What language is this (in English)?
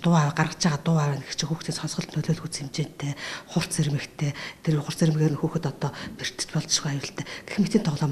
Mongolian